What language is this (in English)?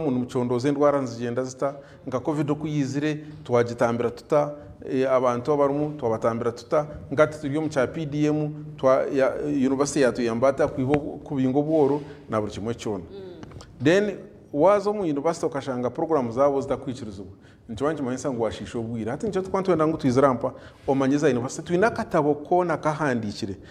Nyankole